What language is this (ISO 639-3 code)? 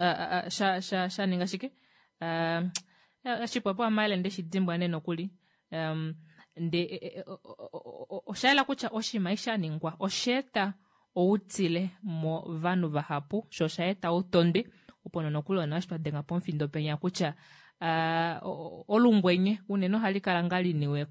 kua